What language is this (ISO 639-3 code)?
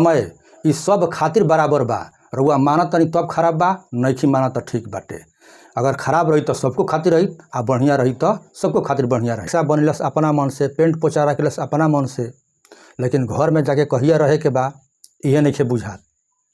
bho